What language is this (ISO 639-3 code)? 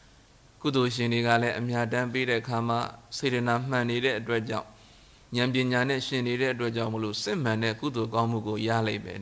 mya